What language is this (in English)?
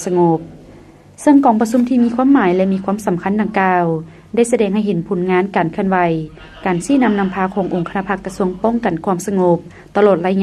Lao